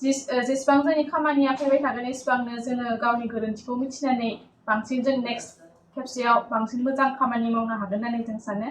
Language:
Bodo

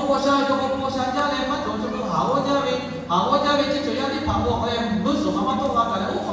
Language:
Lahu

